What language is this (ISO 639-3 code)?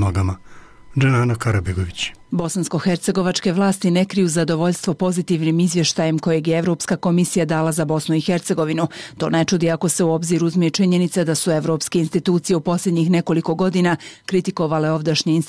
bos